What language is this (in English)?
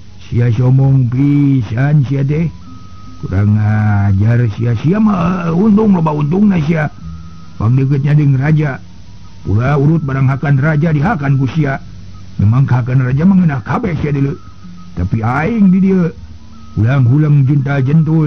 Sundanese